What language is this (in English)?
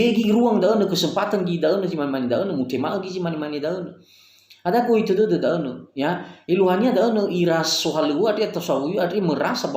Nias